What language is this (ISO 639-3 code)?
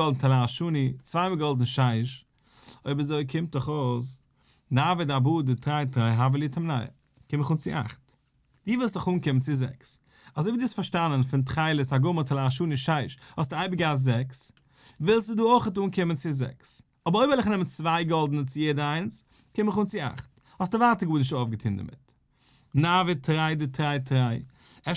yid